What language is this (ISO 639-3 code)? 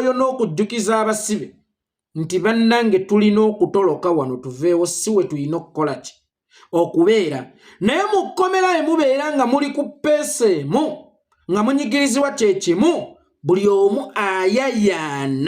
lug